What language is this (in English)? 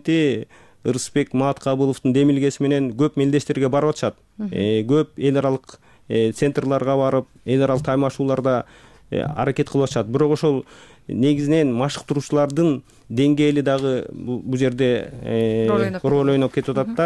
Kyrgyz